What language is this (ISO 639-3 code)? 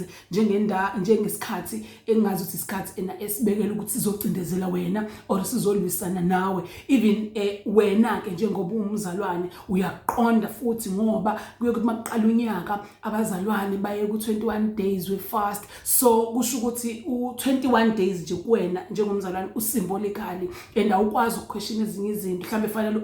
zul